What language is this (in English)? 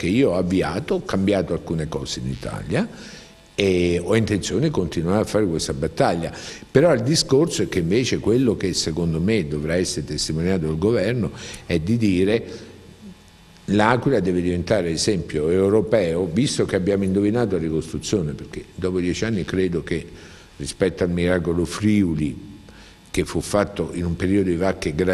Italian